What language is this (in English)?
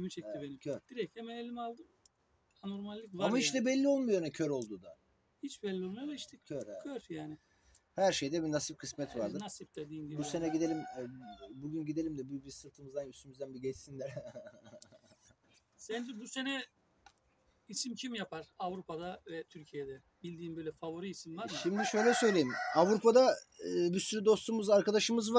Turkish